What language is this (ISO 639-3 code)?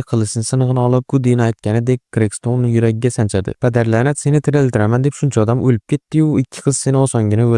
uzb